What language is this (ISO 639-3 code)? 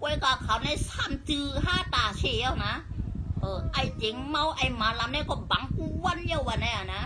shn